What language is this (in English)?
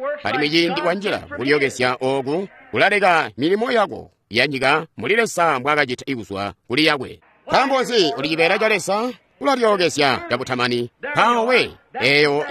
Tonga (Zambia)